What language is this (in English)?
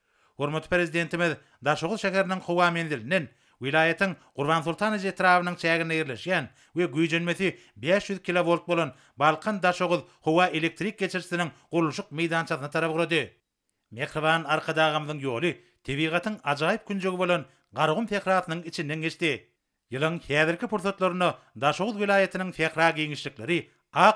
Turkmen